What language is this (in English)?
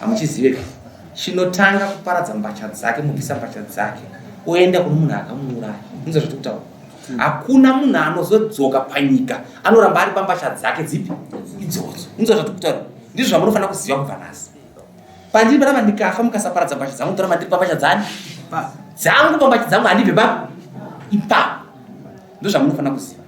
Shona